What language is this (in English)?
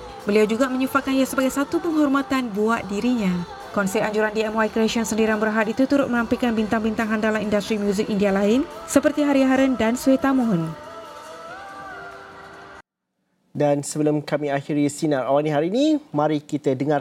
Malay